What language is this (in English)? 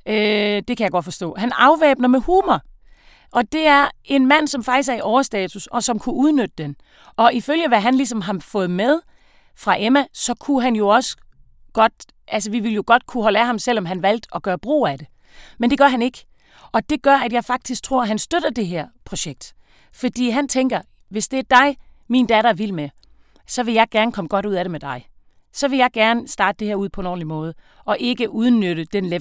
Danish